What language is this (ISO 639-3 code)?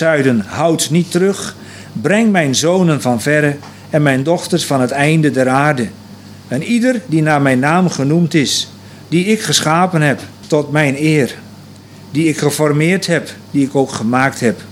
nld